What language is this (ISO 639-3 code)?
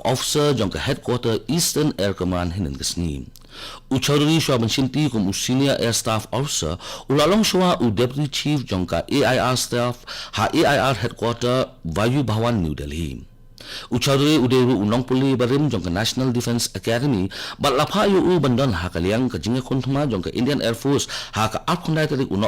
kha